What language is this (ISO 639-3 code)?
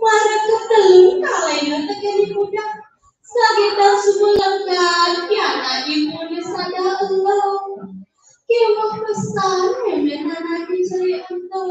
ban